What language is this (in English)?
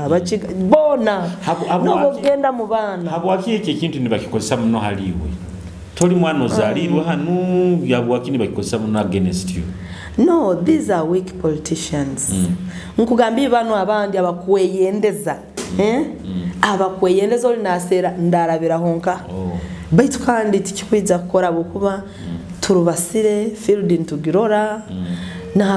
Nyoro